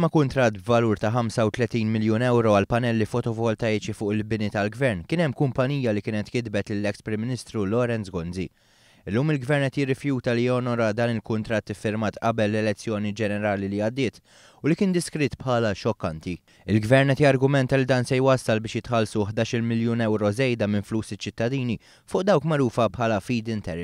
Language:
Maltese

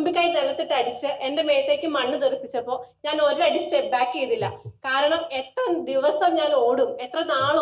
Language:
Malayalam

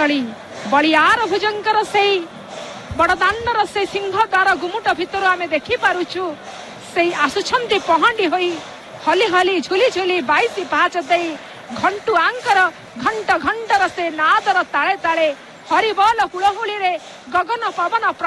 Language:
Odia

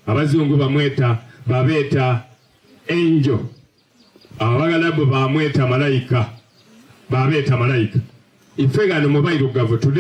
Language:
Soga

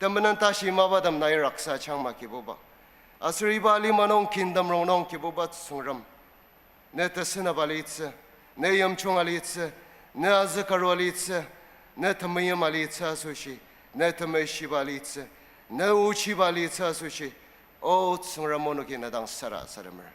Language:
Ao Naga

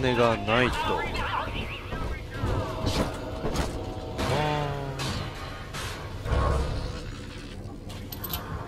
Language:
Japanese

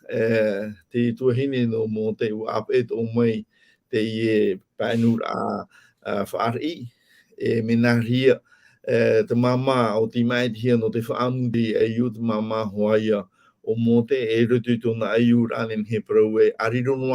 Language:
Tahitian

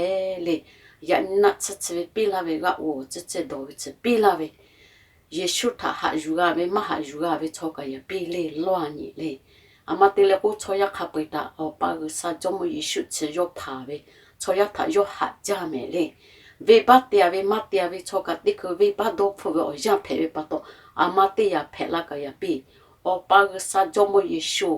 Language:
Lahu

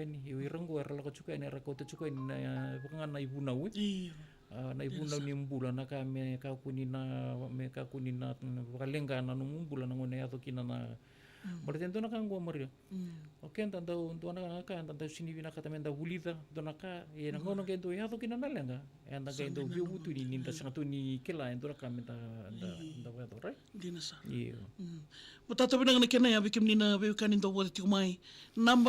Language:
Fijian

